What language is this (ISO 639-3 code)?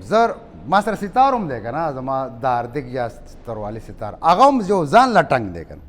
pus